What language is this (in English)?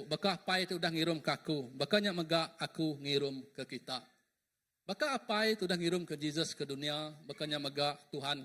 Iban